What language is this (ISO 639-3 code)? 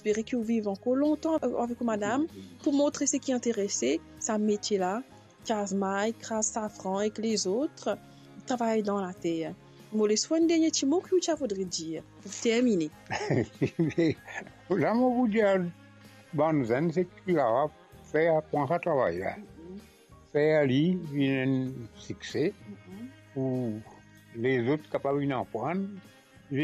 mfe